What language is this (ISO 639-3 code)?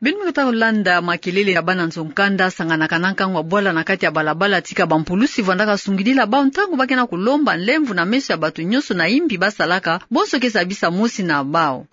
ktu